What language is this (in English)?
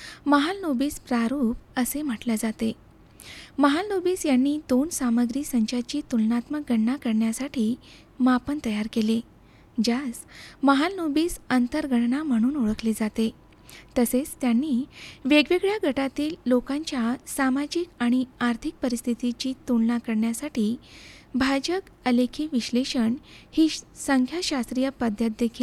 Marathi